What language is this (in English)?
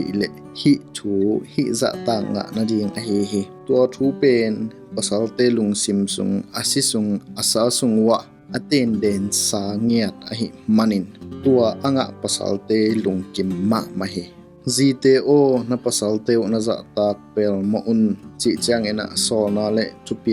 Tedim Chin